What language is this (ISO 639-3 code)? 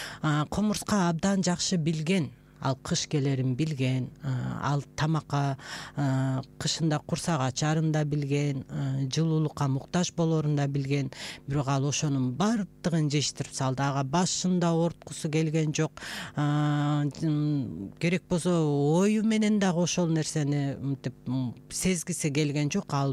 kir